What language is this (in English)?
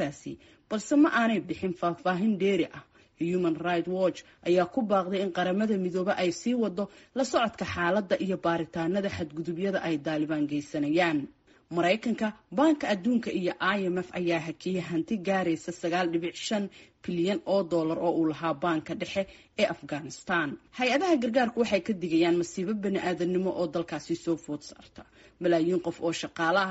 Somali